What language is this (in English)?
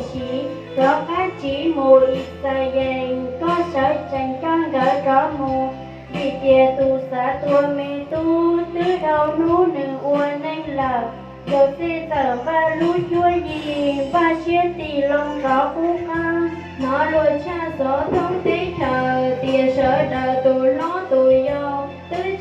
Hmong